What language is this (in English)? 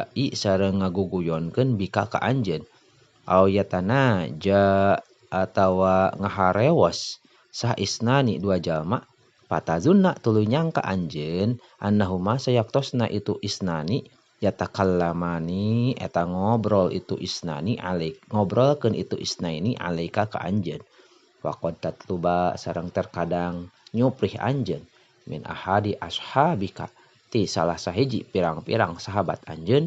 Sundanese